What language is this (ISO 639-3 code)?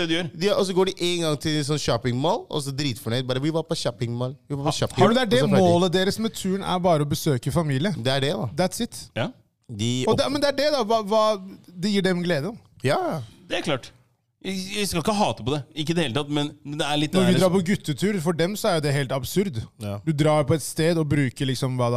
nor